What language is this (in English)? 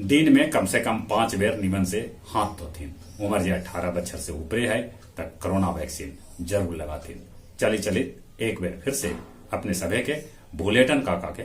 Magahi